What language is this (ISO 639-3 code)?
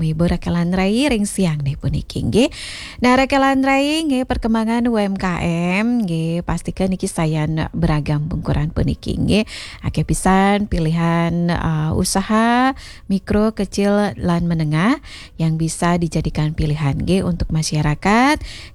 ban